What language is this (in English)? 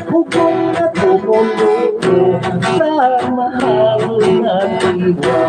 Hiligaynon